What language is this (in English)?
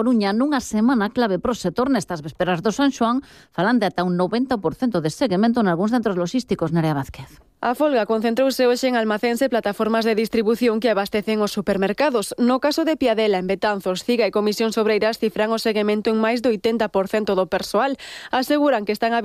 Galician